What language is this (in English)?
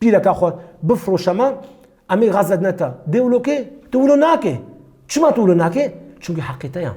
Kurdish